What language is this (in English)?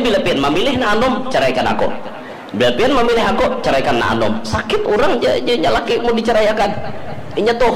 Banjar